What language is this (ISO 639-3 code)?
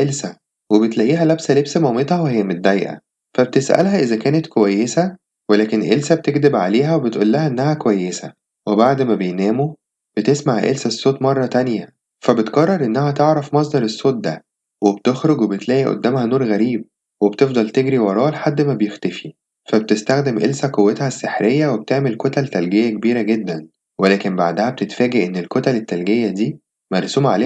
arz